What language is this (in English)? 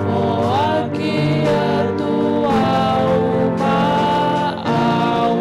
Tongan